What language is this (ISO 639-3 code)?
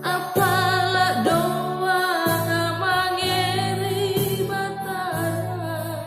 mak